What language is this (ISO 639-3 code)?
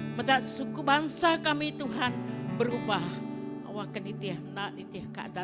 iba